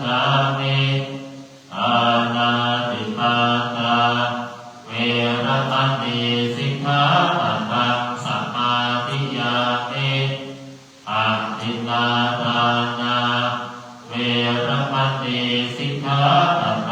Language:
Pali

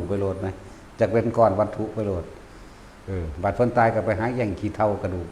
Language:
Northeastern Thai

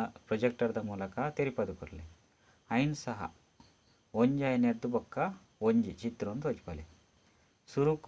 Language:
Tulu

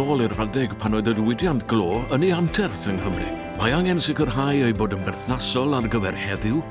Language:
Welsh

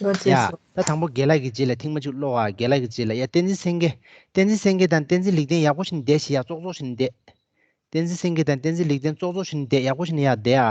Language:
Tibetan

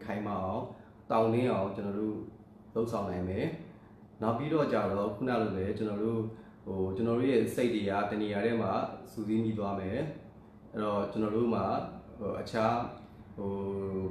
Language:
Burmese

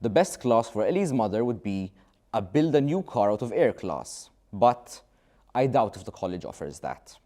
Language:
English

